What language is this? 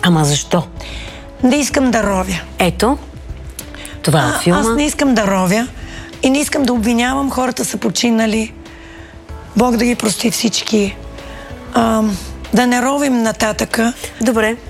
Bulgarian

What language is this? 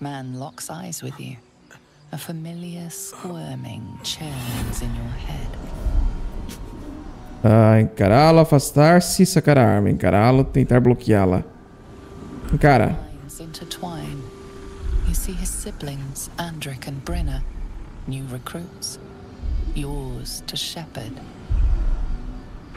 Portuguese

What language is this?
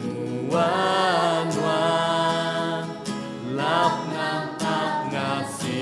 Iban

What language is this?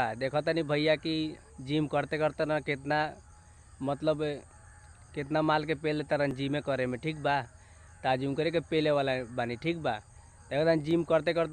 Bhojpuri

